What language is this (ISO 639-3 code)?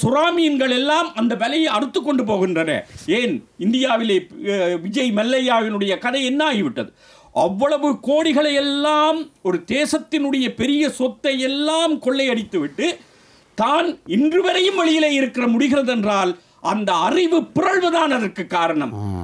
tam